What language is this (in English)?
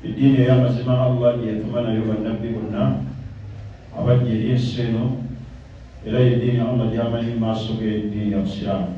Ganda